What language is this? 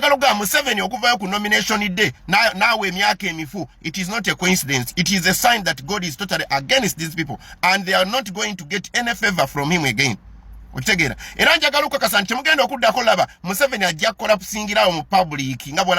Ganda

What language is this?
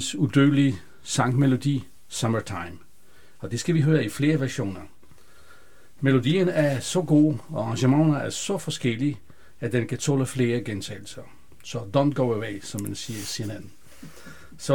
Danish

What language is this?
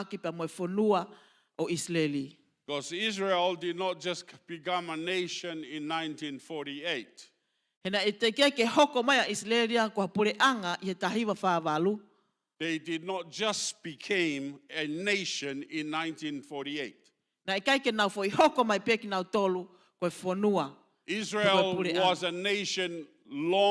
Tongan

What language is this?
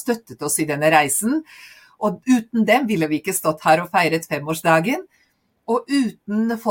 Norwegian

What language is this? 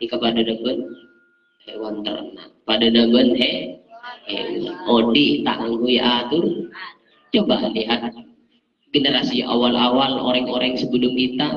Madurese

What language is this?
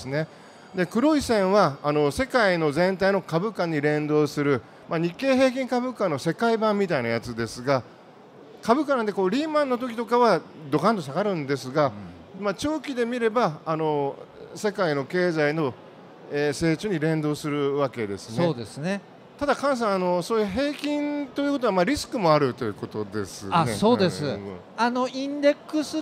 Japanese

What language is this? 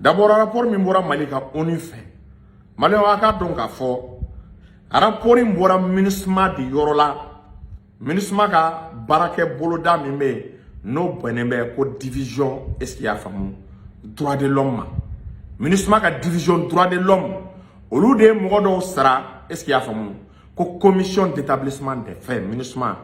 Bambara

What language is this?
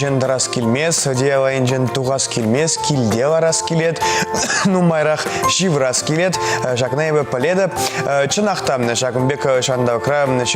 Chuvash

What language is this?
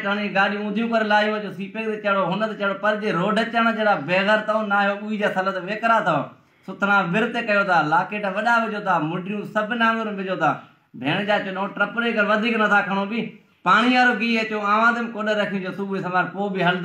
Sindhi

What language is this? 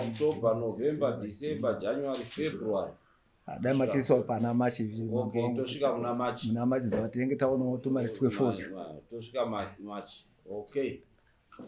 Shona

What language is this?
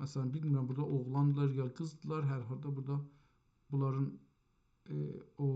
South Azerbaijani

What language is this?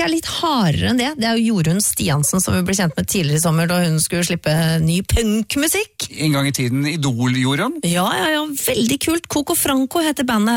Norwegian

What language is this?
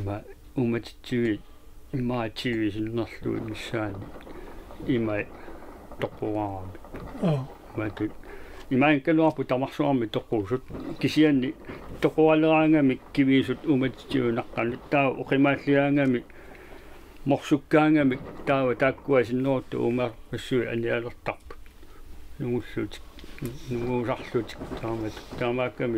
Kalaallisut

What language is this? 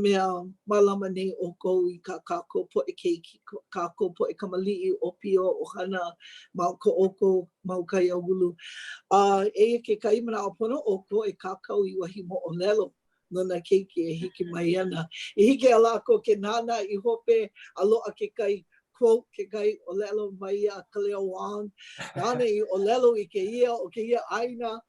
Hawaiian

